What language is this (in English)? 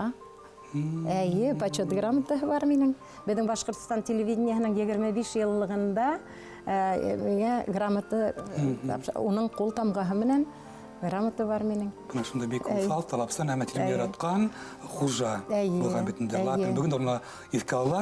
Bashkir